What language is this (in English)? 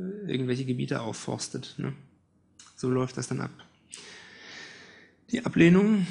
German